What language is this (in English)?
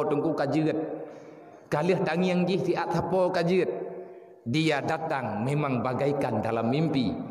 Achinese